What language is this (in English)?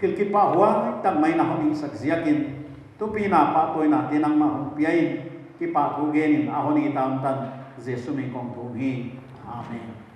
Paite Chin